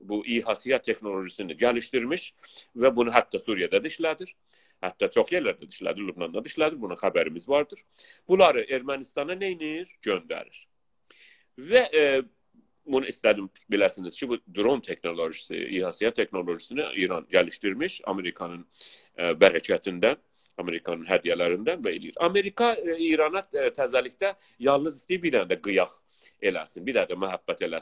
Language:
South Azerbaijani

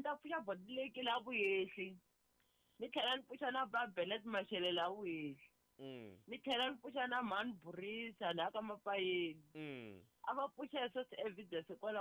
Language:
Tsonga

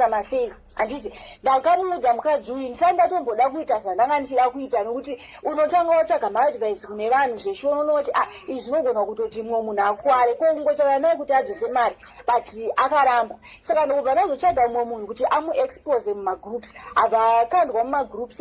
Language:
Shona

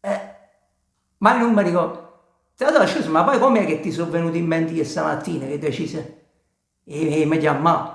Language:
Neapolitan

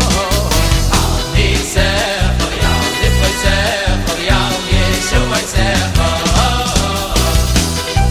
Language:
Hebrew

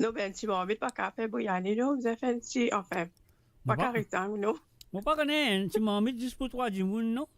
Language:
Morisyen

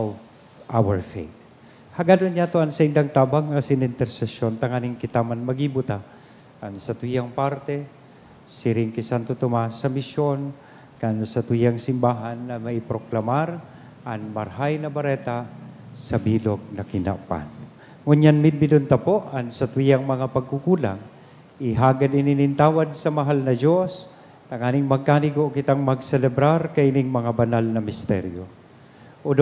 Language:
Bikol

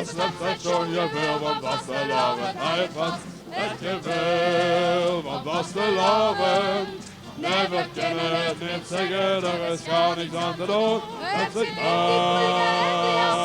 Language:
Limburgish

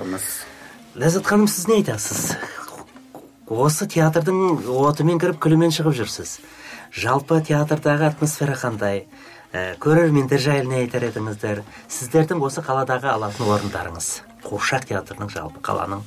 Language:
Kazakh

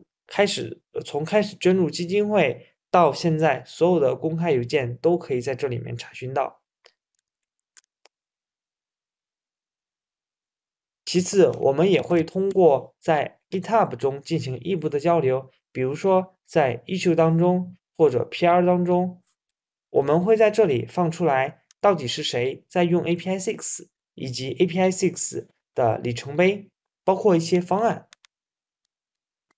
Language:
Chinese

